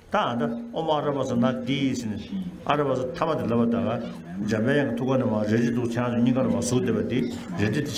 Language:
Tibetan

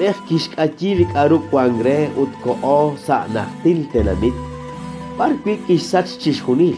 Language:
Kekchí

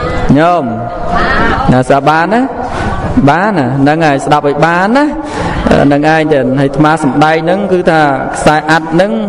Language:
Khmer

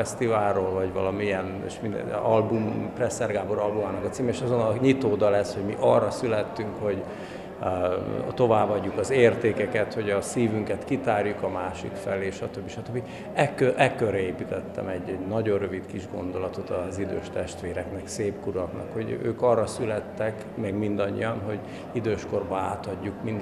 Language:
Hungarian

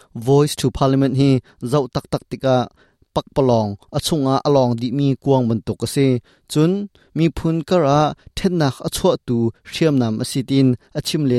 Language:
Hakha Chin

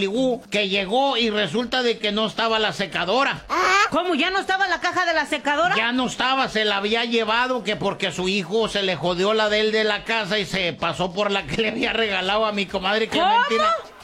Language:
Spanish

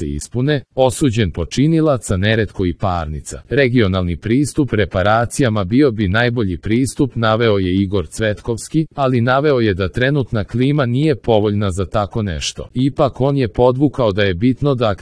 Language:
Serbian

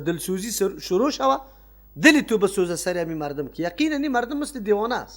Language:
Persian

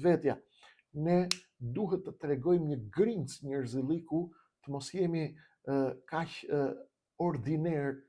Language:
Albanian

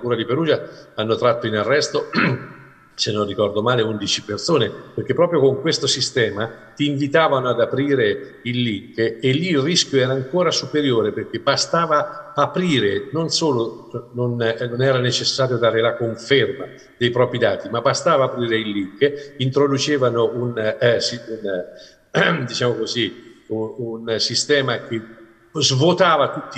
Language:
Italian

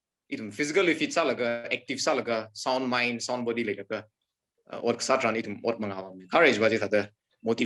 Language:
Tangkhul Naga (India)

